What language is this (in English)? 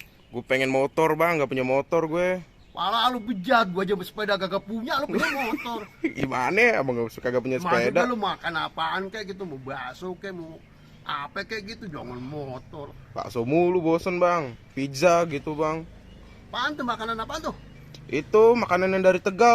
Betawi